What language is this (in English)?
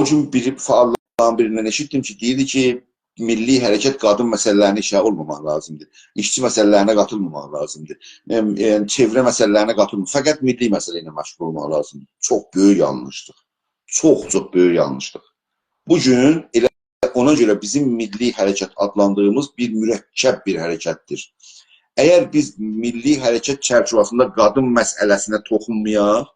South Azerbaijani